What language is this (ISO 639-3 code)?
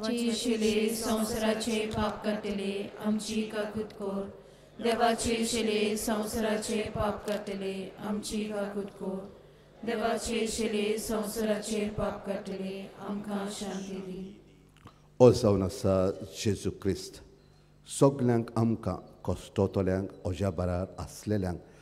kok